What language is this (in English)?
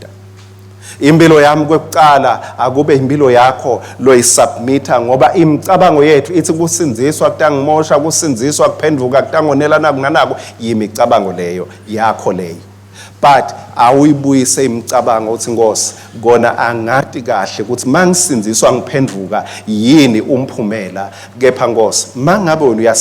Swati